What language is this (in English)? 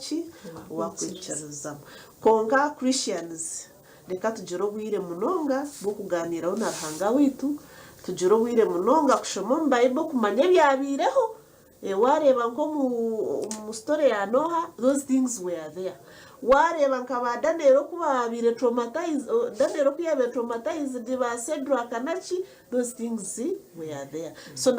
Nyankole